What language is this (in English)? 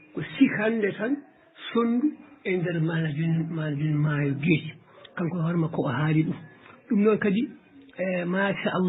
Fula